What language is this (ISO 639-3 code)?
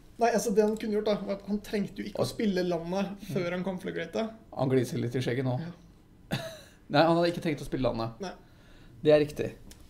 nor